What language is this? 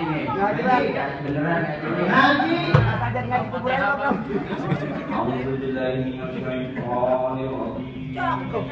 Betawi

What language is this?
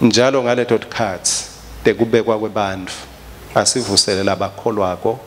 Swati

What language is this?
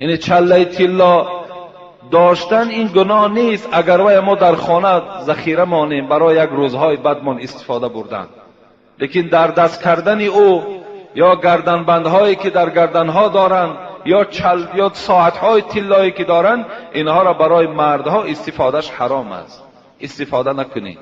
Tajik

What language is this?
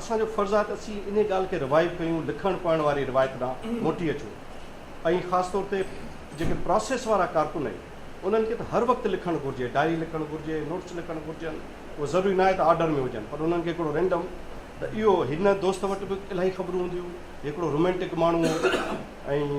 Sindhi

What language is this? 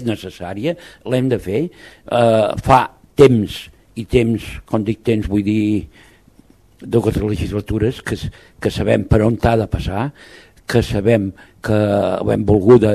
Catalan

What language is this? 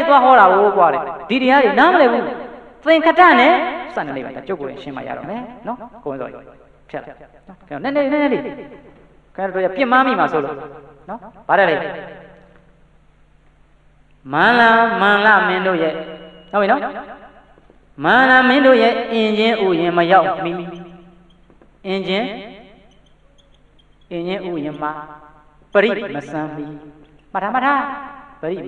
Burmese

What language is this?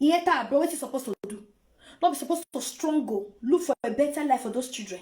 Nigerian Pidgin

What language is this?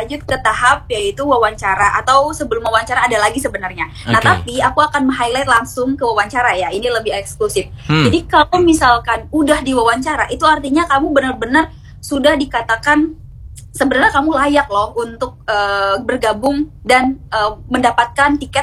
Indonesian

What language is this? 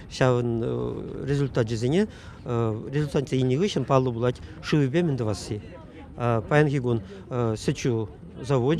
Chuvash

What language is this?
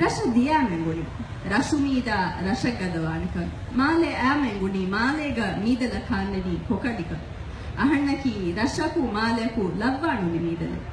Divehi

